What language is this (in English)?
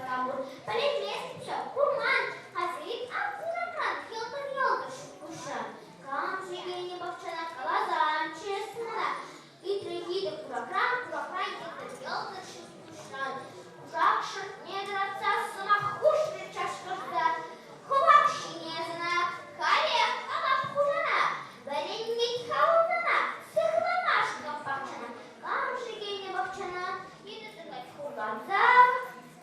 Chuvash